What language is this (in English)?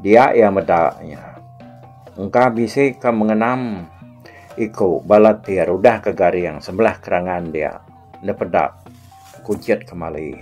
Iban